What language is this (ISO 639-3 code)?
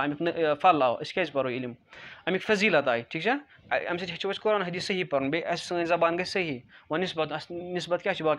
kas